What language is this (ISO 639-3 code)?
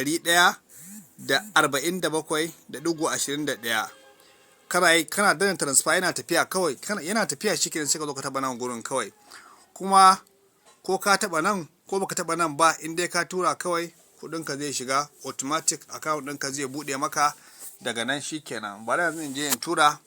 hau